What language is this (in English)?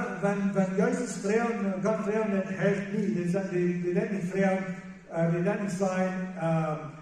Plautdietsch